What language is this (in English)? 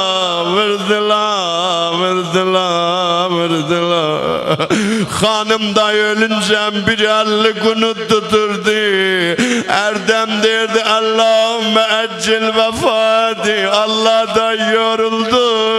South Azerbaijani